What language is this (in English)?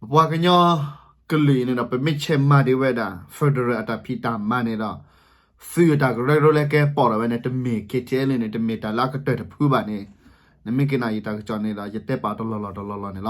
S'gaw Karen